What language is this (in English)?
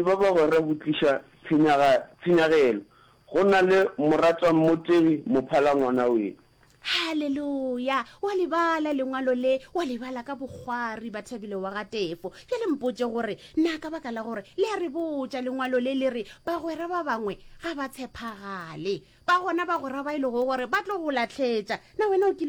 Northern Sotho